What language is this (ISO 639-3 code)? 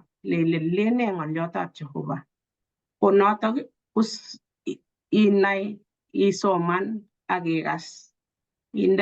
kln